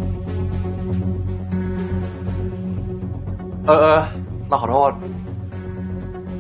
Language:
Thai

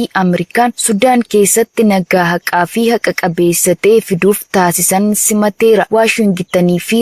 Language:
Oromo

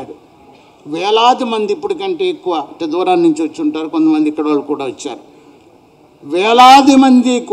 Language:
Telugu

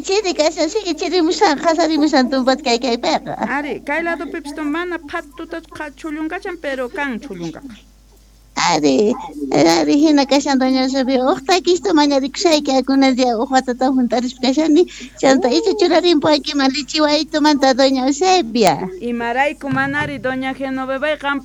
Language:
South Bolivian Quechua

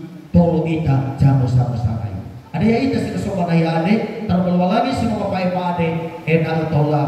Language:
Nias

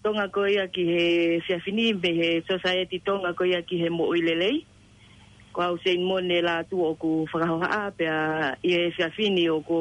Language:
Tongan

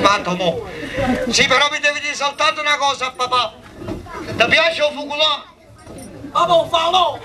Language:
Neapolitan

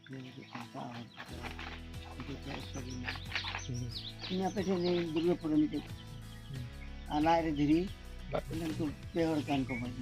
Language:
Santali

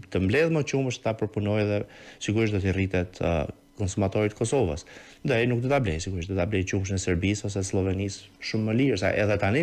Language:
Albanian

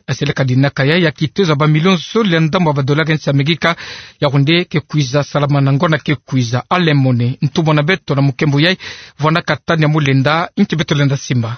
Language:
Kituba (Democratic Republic of Congo)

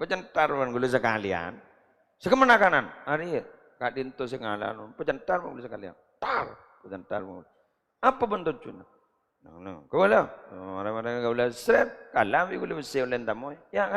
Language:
Madurese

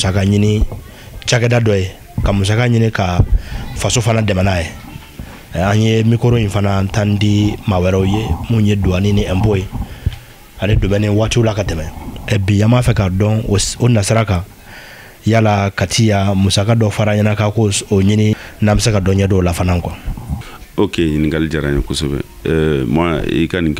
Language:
Bambara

